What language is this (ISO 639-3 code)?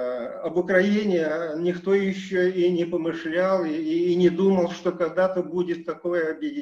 rus